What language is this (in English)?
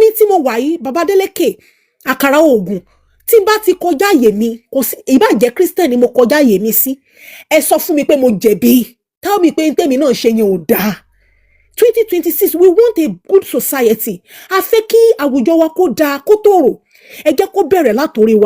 Yoruba